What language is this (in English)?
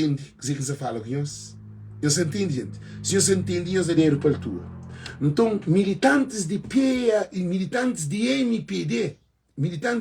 Kabuverdianu